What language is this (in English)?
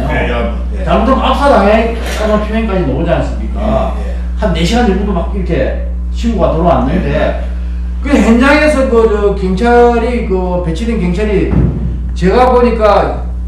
Korean